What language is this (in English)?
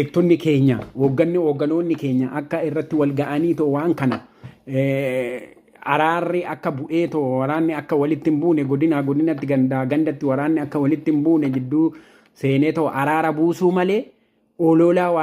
Oromo